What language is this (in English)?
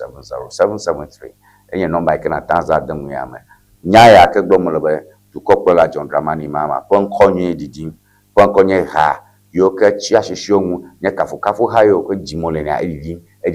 Ewe